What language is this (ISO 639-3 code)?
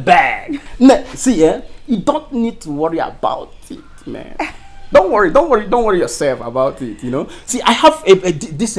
ibo